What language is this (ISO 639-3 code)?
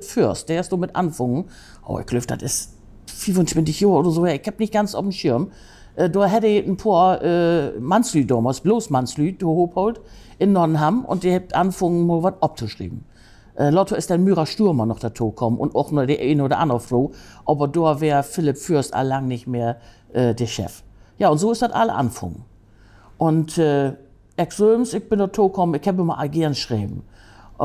nds